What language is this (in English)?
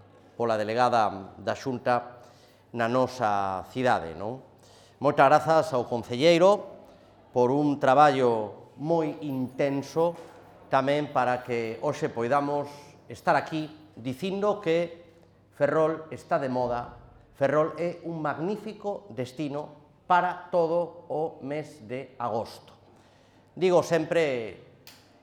Galician